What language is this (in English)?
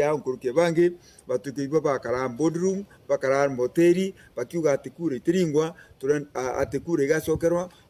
Meru